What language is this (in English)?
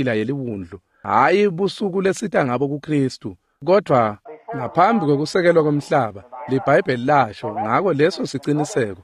Swati